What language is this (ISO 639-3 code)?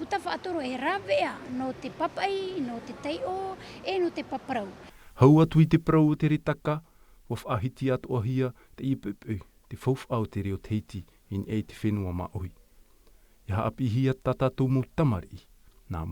tah